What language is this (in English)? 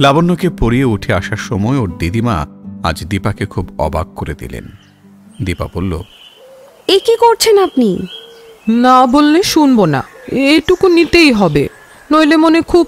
Bangla